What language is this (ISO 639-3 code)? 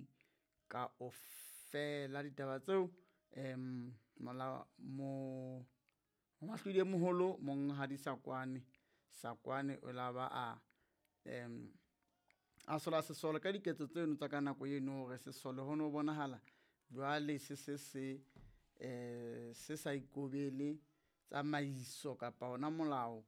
sot